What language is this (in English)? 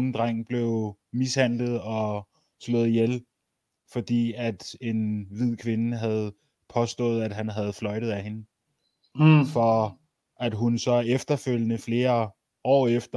Danish